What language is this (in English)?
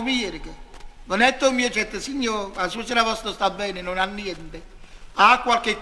Neapolitan